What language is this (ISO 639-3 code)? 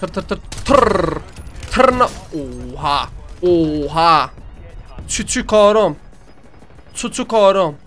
azb